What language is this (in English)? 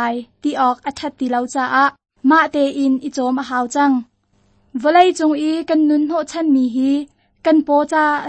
Hakha Chin